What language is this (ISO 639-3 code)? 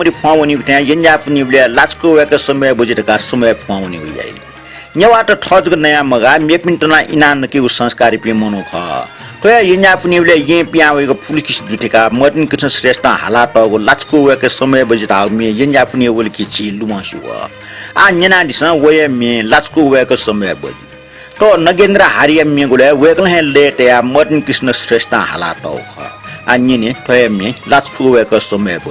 new